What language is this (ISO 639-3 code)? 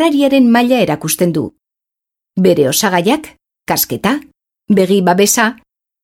eus